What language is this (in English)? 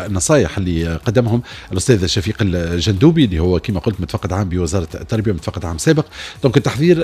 Tunisian Arabic